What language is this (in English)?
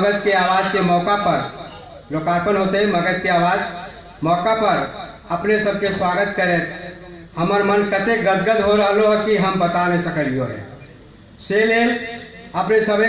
Magahi